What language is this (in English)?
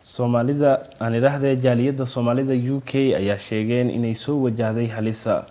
Somali